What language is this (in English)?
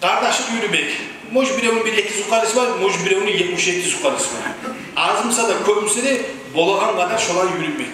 Kumyk